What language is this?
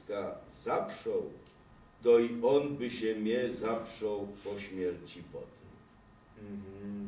Silesian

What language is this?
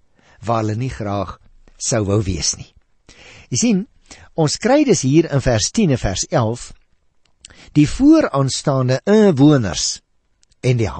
Afrikaans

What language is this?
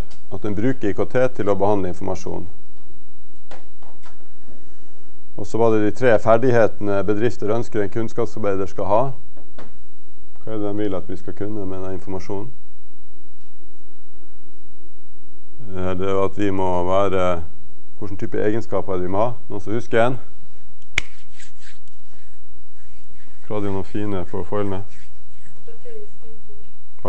Norwegian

